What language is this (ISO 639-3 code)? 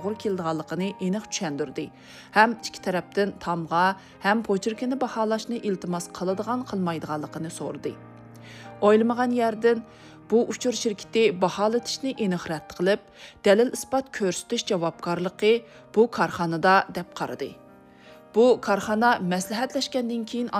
uig